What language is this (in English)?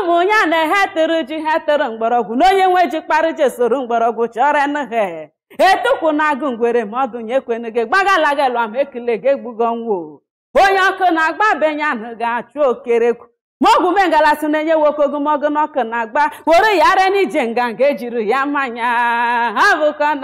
Igbo